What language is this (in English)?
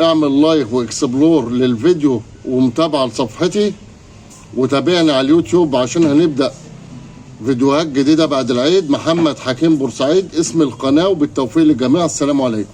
Egyptian Arabic